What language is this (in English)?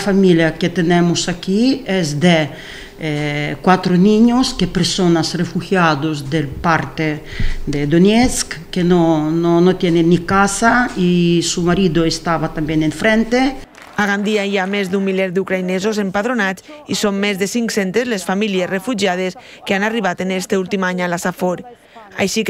Catalan